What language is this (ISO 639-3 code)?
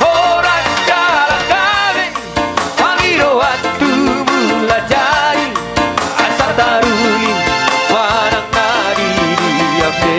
bbc